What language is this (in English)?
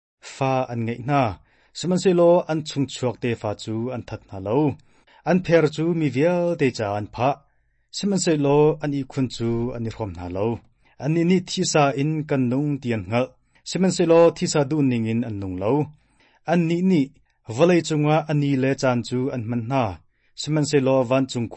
Hakha Chin